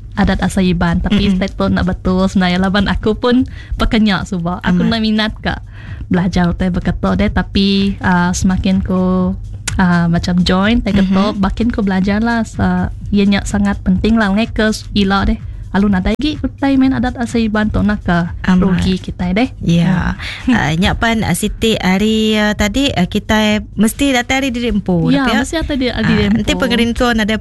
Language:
Iban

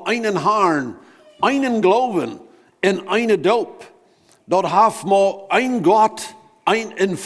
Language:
Plautdietsch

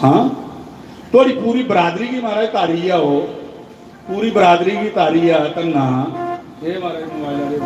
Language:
Dogri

